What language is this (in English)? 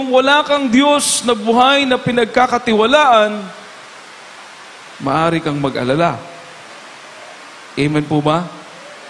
Filipino